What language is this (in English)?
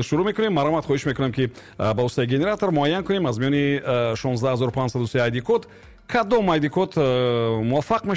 Tajik